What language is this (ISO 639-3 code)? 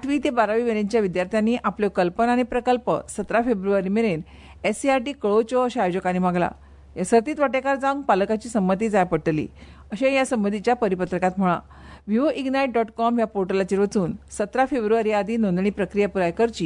kok